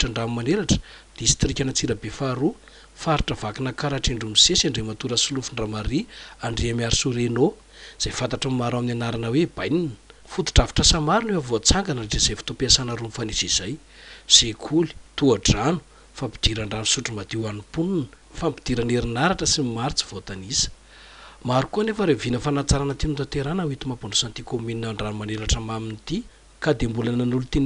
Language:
Malagasy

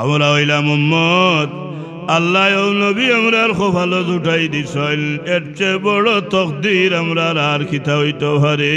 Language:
Sylheti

